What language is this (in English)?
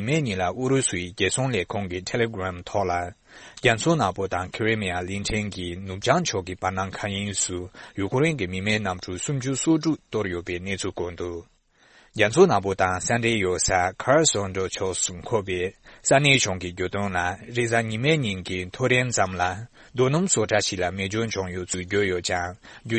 Tibetan